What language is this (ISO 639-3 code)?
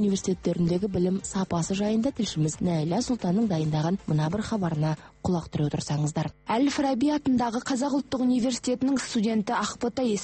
kaz